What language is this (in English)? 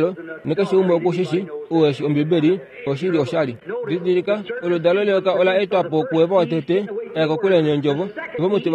Kuanyama